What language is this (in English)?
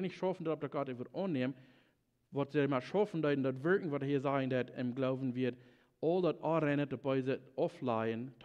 Plautdietsch